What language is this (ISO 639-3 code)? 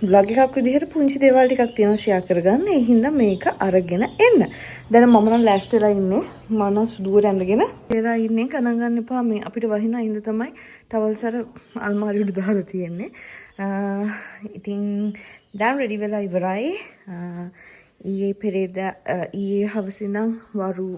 sin